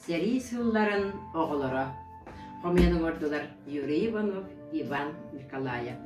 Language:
Yakut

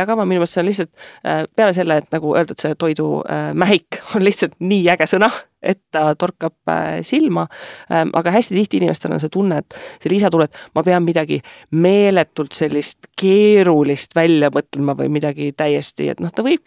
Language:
Estonian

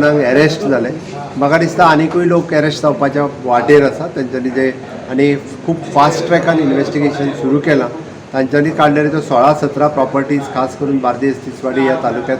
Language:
Konkani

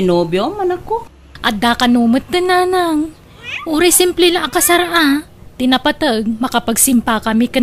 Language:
Iloko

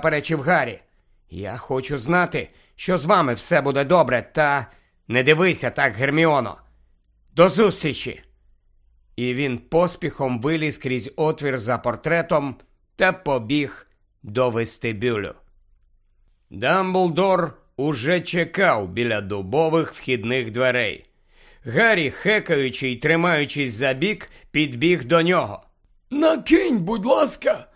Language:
Ukrainian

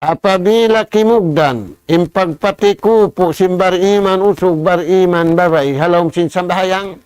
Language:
Tausug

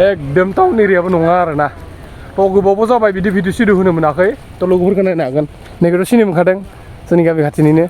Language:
Bodo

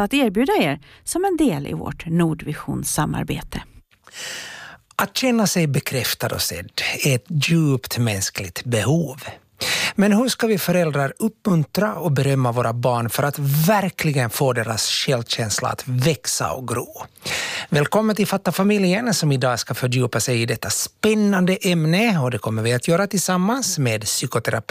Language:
Swedish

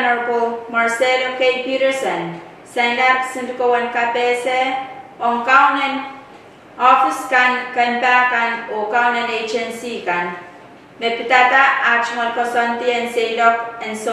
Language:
Pohnpeian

